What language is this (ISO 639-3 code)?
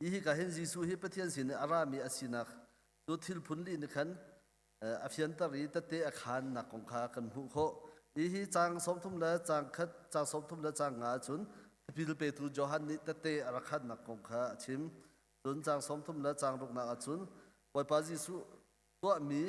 cnh